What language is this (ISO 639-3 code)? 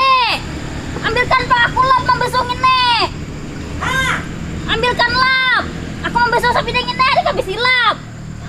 bjn